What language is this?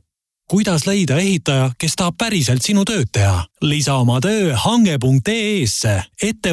Estonian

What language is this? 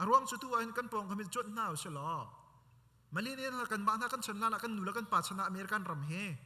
Hakha Chin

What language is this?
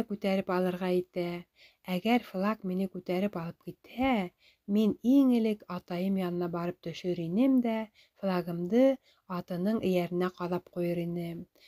Bashkir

